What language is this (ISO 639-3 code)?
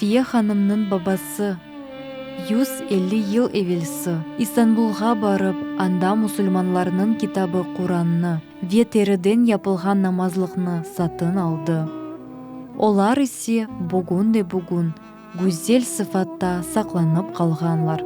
crh